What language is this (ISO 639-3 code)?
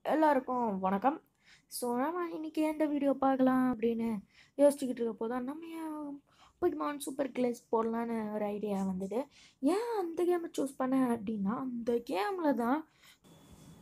tam